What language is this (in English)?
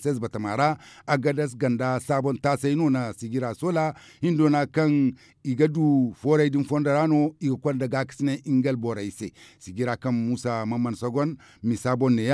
Zarma